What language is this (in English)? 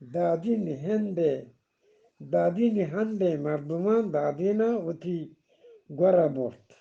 Eastern Balochi